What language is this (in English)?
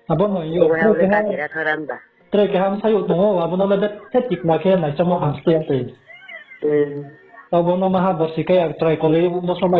Riang (India)